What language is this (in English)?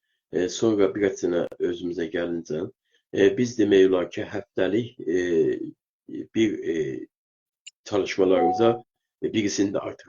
South Azerbaijani